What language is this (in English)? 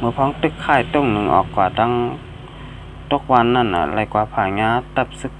Shan